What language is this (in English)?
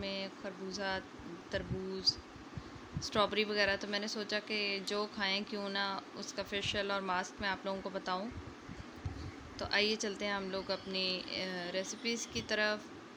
Hindi